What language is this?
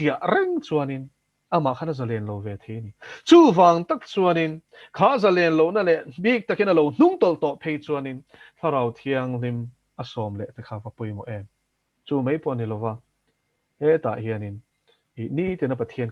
Mizo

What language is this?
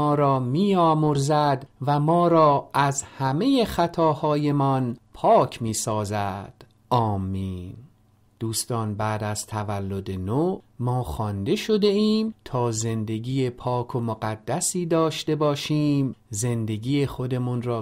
Persian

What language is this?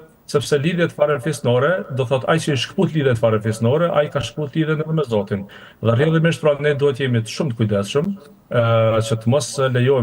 Albanian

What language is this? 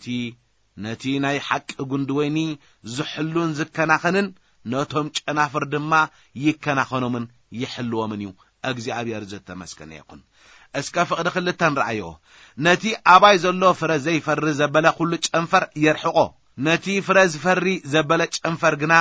Tigrinya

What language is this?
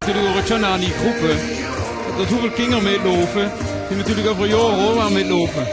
Limburgish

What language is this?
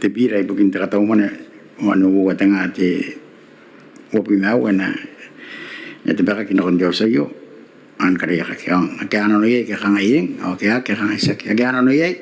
Gilbertese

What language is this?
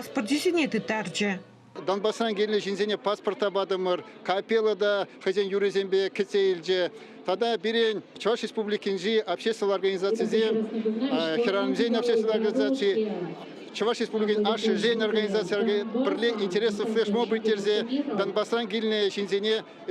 Chuvash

